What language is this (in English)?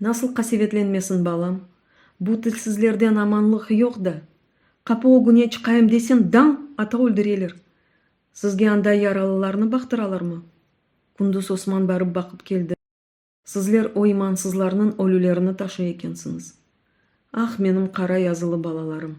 Crimean Tatar